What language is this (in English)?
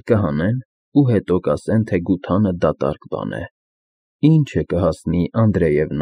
Armenian